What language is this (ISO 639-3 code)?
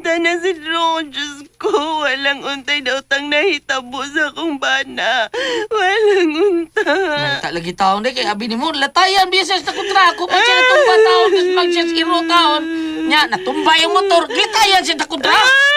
ceb